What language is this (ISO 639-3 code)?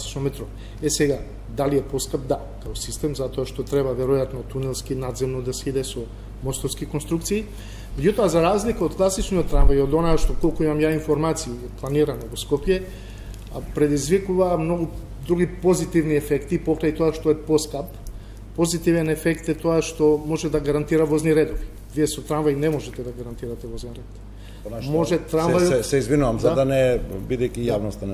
mkd